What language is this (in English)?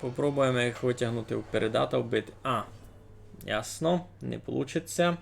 Rusyn